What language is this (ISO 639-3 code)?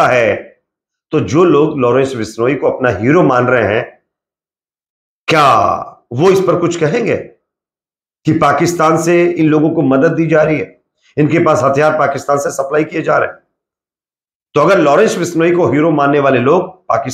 hin